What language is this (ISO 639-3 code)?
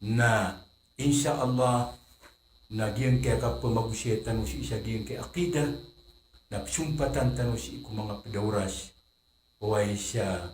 mrw